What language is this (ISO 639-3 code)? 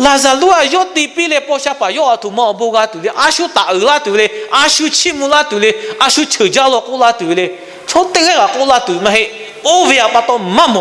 lhu